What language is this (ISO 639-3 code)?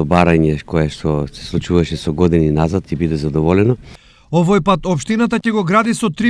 mkd